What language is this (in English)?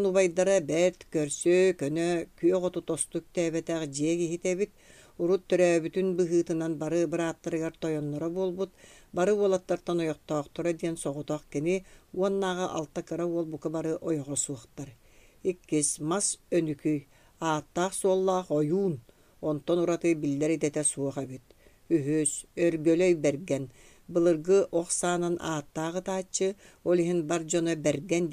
Yakut